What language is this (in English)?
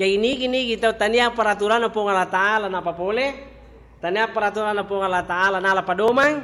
Buginese